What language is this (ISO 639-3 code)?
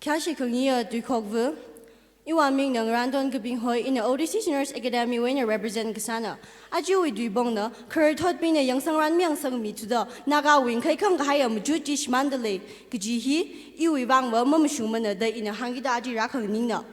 nmf